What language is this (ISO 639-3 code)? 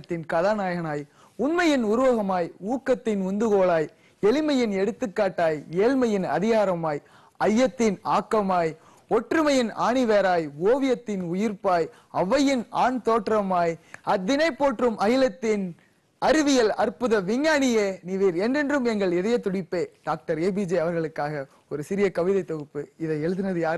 tam